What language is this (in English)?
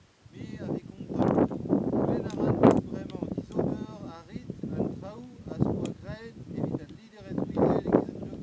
Breton